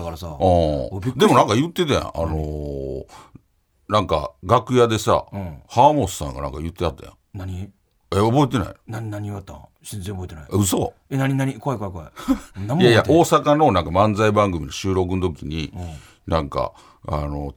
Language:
Japanese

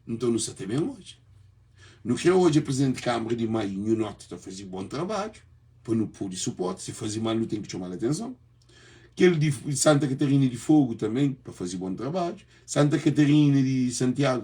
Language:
Kabuverdianu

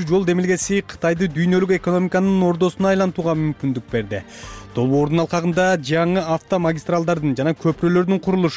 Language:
Kyrgyz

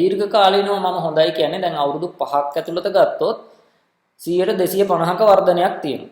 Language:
Sinhala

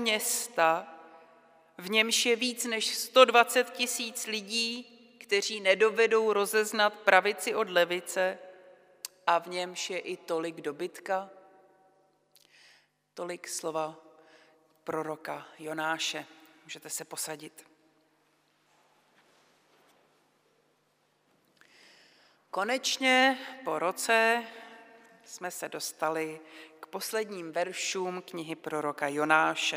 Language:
Czech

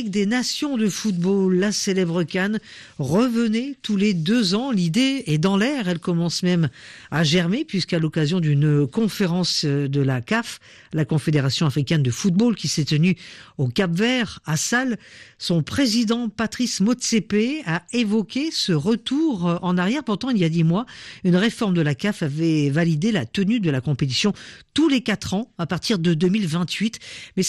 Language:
French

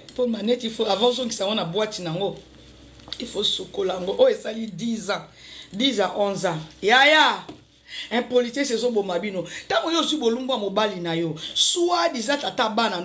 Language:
Lingala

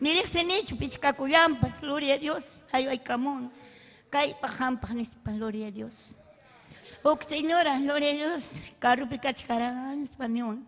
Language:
Ayacucho Quechua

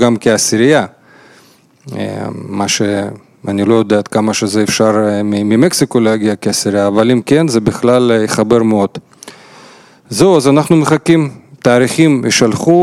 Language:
Hebrew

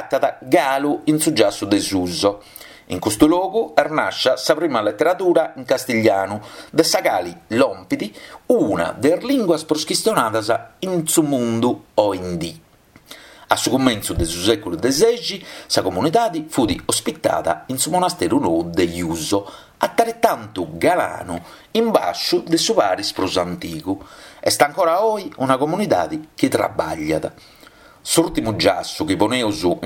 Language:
Sardinian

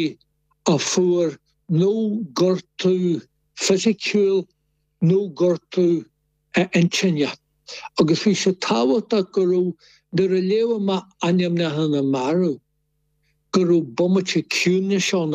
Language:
Irish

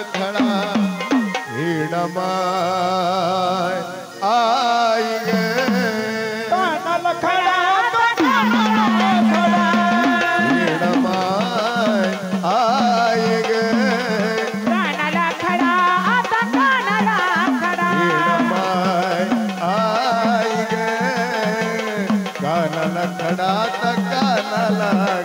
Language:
Marathi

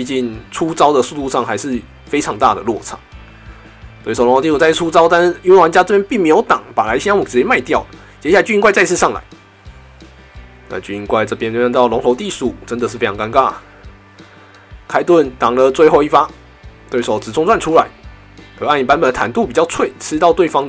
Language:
Chinese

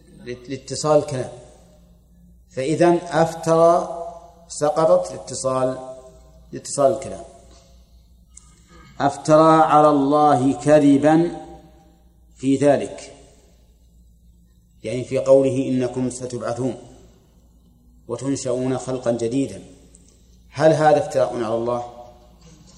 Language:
Arabic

